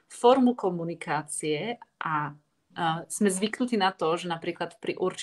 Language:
Slovak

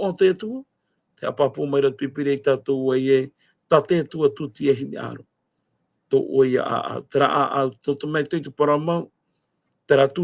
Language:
Tahitian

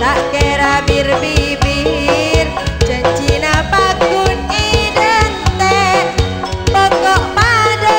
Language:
Madurese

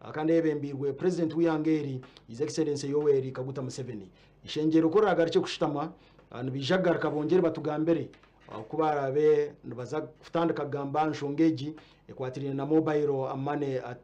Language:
Nyankole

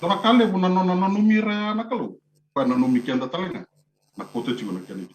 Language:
Fijian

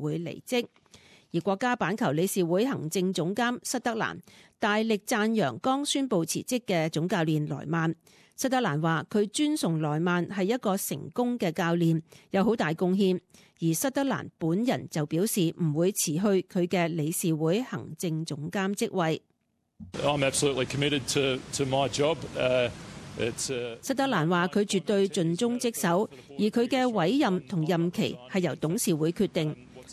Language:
Cantonese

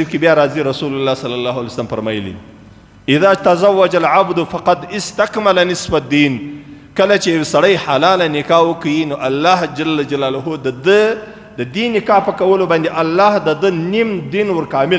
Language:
Pashto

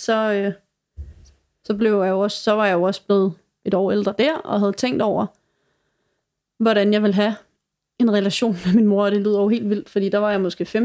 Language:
Danish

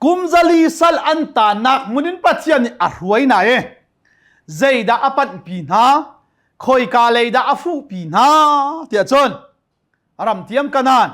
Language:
Hakha Chin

